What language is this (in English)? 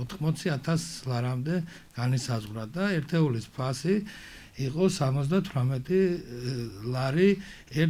Georgian